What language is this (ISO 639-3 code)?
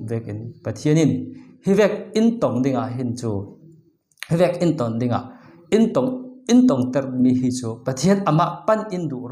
cfm